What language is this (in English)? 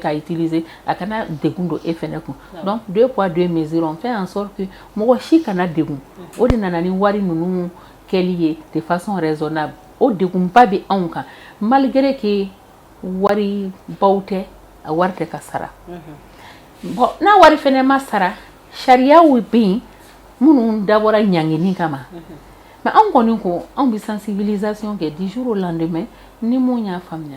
Bambara